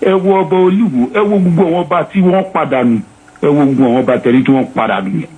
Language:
Yoruba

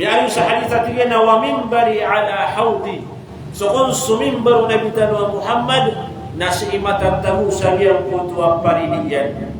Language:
Maranao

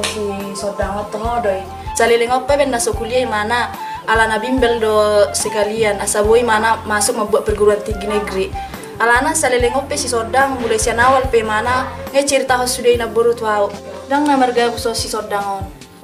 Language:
Batak Toba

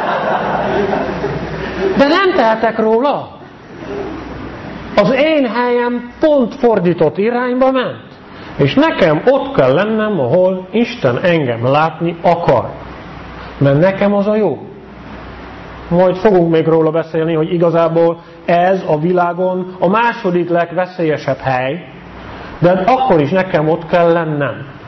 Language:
Hungarian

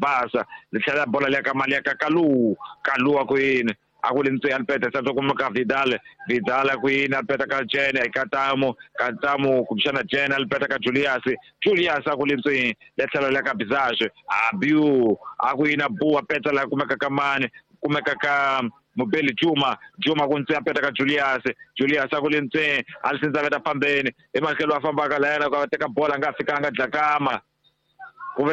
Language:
Tsonga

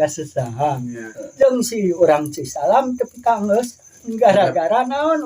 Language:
Sundanese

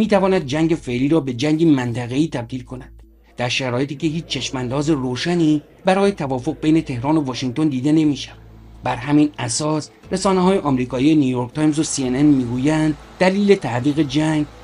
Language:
Persian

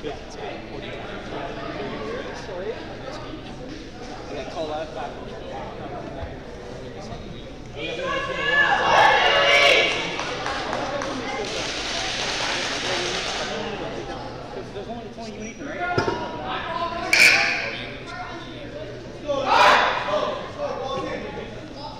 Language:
English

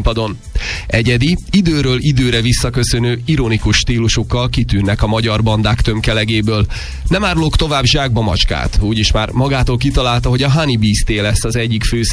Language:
Hungarian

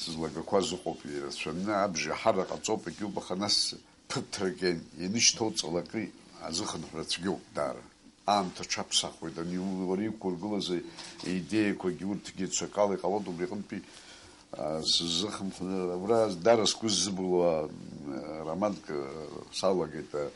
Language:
Abkhazian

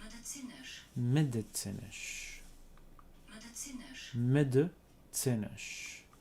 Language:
North Levantine Arabic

